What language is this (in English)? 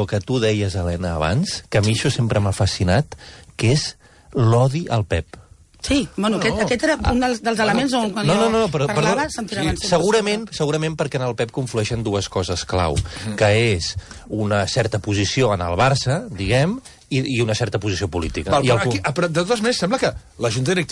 Catalan